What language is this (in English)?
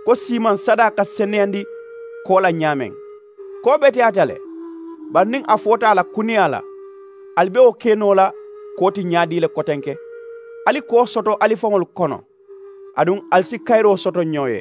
Mandingo